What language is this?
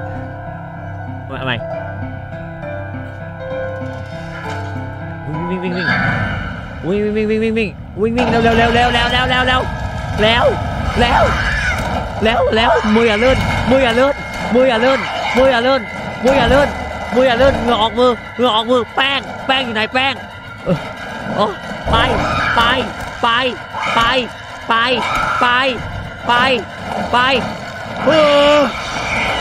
Thai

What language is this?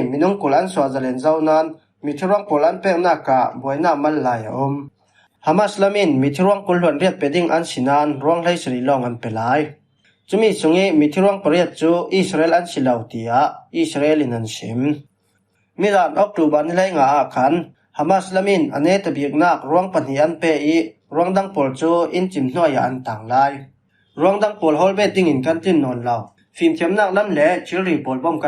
Falam Chin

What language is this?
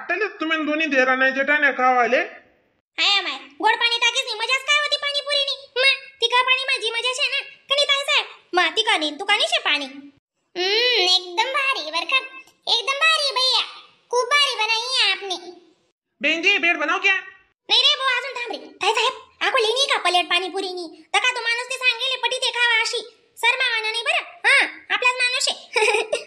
Khandesi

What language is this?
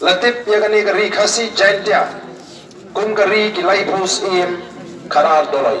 Khasi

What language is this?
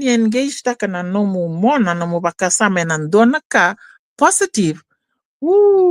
Fijian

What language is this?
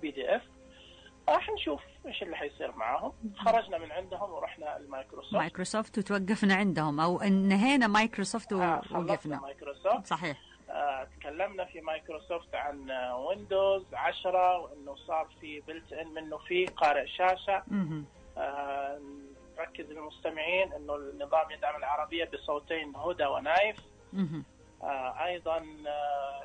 Najdi Arabic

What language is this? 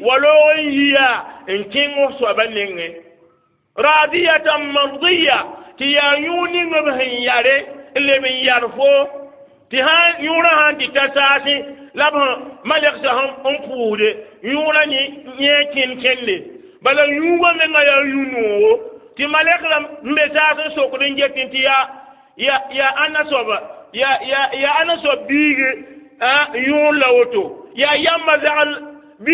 Mossi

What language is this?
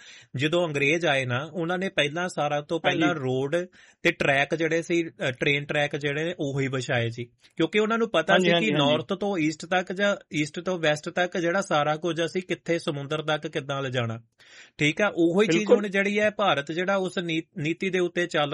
Punjabi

